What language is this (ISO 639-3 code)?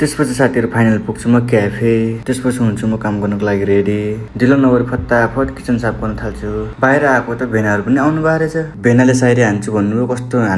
nep